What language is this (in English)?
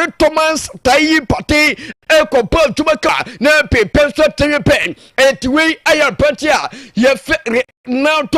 Akan